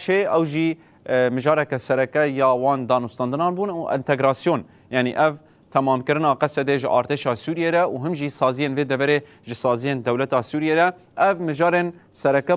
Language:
Kurdish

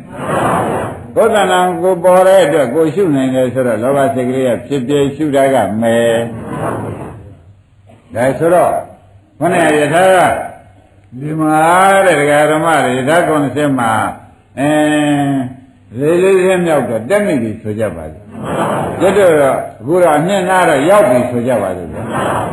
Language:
Burmese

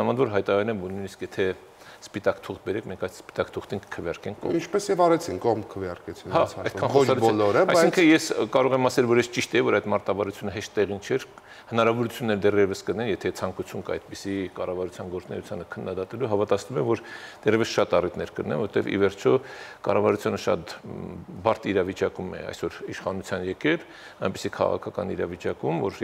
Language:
Armenian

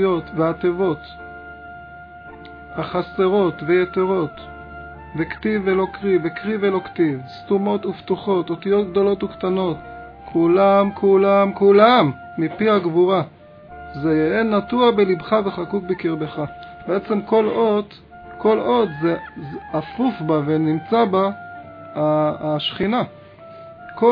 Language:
Hebrew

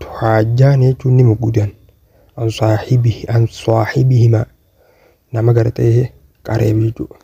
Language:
Oromo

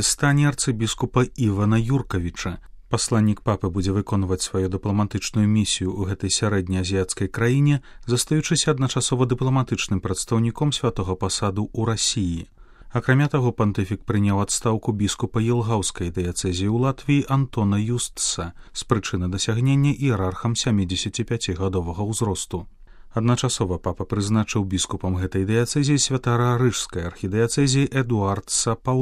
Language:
Belarusian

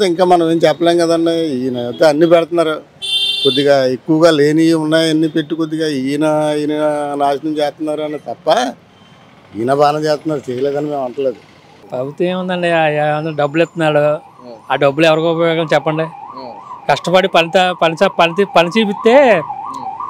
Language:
Telugu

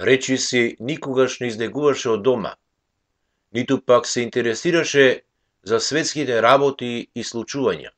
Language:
Macedonian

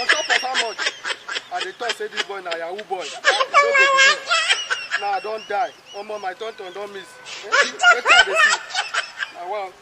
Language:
Nigerian Pidgin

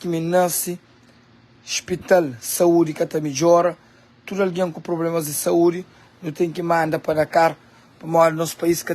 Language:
Kabuverdianu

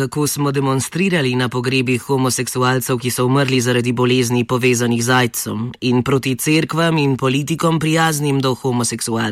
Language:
Slovenian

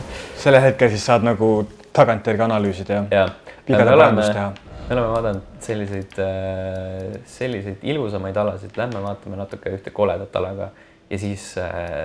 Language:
Estonian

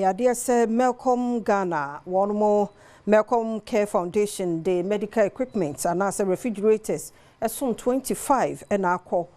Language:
Akan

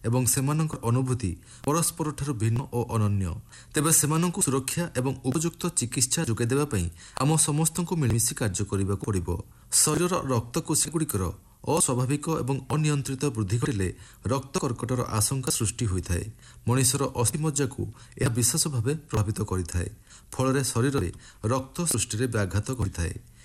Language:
Odia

